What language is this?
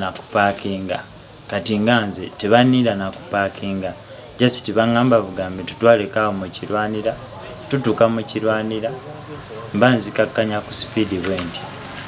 Ganda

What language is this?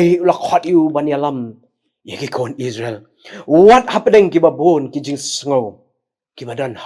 Khasi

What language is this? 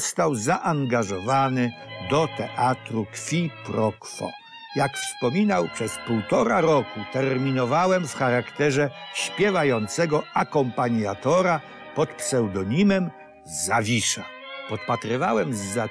Polish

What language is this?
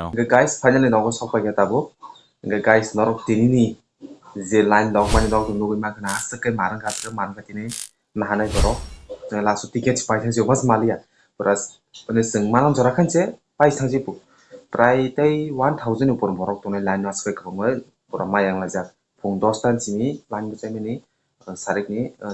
Kok Borok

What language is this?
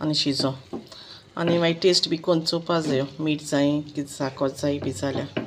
Konkani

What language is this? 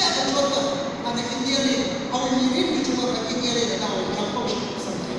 Tangkhul Naga (India)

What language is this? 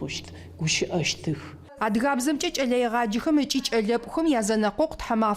Adyghe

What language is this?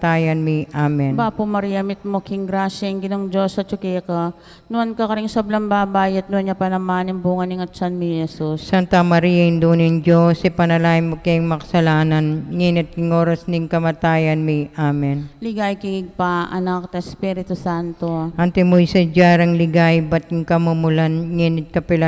Pampanga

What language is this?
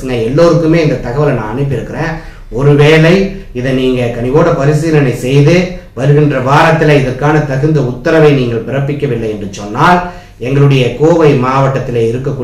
Tamil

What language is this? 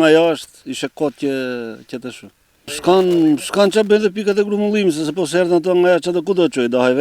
Albanian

